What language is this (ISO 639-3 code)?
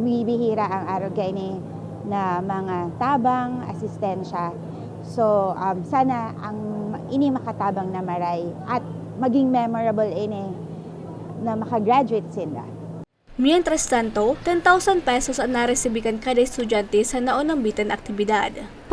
bik